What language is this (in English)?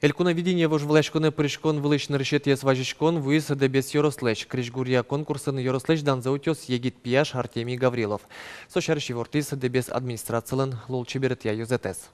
Udmurt